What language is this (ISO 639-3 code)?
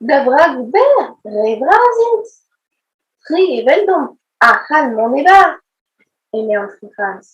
bre